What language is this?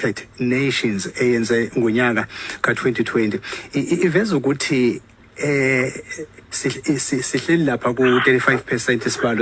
Zulu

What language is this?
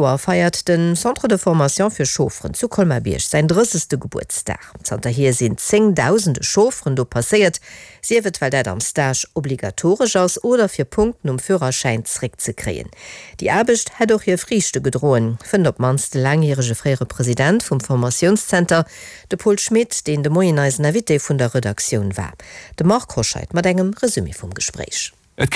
Luxembourgish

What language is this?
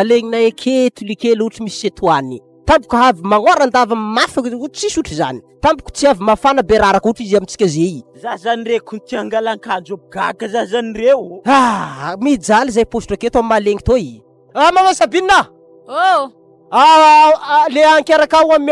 Malagasy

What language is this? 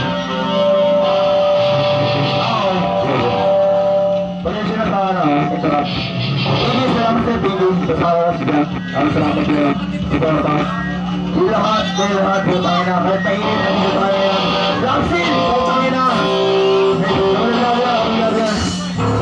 Filipino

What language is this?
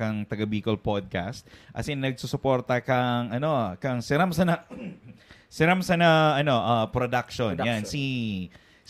Bikol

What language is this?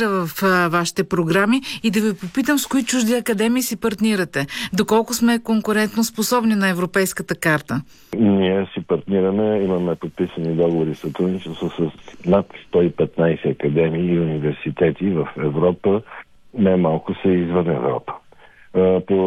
Bulgarian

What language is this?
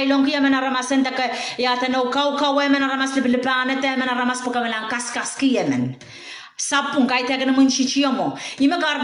Pohnpeian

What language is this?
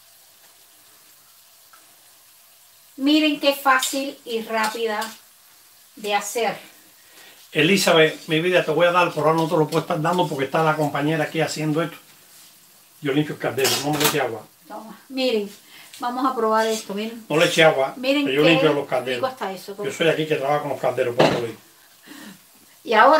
Spanish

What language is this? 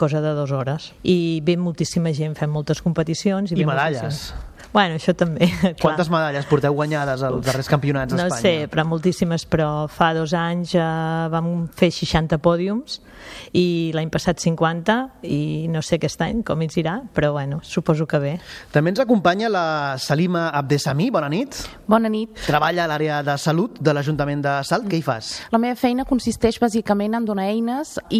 Catalan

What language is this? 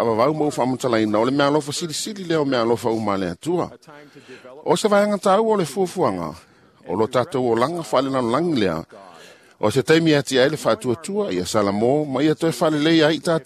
Samoan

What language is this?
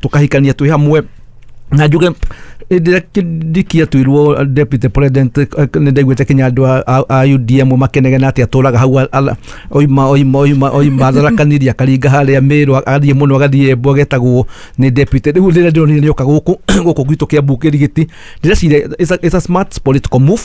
Kikuyu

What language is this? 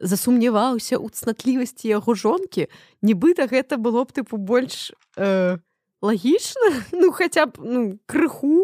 Belarusian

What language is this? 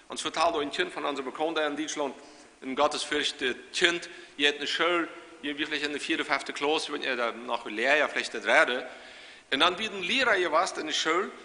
Plautdietsch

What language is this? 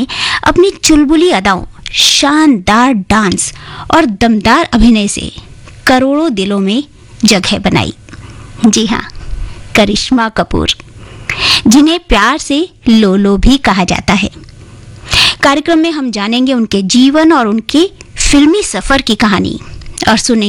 Hindi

